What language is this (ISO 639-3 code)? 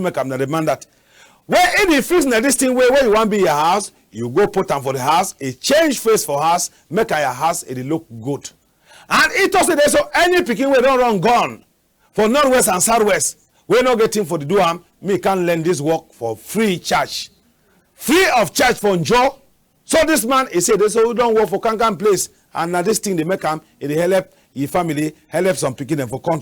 wes